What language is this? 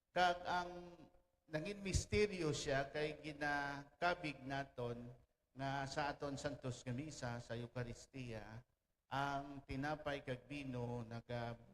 Hiligaynon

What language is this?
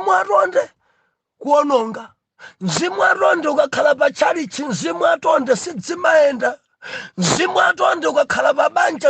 Nyanja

